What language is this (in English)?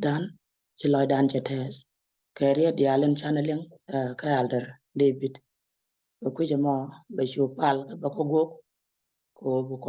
Nuer